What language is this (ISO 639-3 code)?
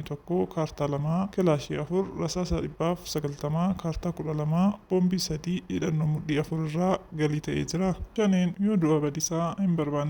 orm